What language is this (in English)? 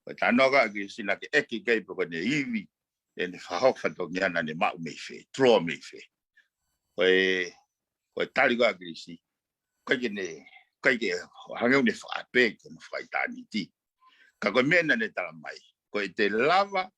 Tongan